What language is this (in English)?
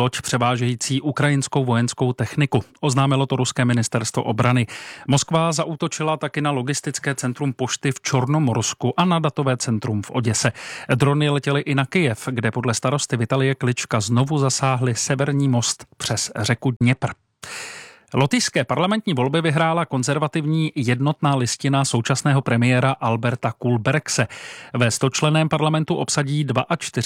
Czech